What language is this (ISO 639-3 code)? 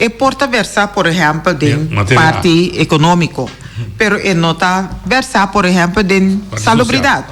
pap